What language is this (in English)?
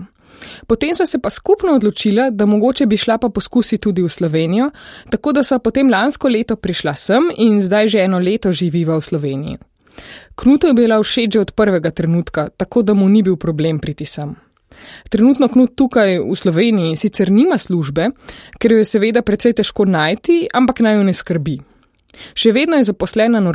Slovenian